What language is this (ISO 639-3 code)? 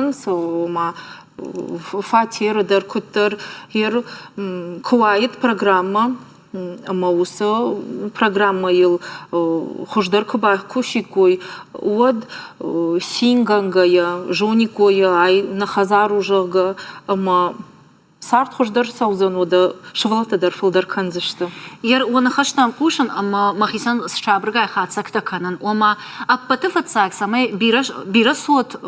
oss